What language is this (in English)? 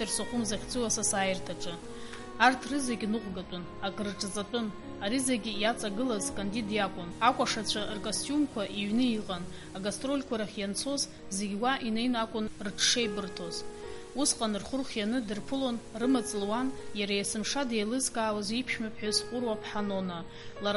Abkhazian